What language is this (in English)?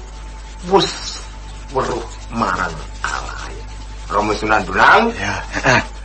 Javanese